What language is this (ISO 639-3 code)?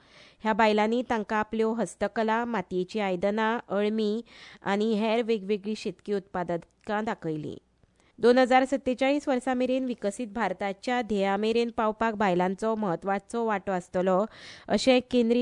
kok